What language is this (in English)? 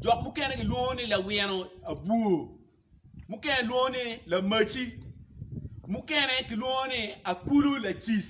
Acoli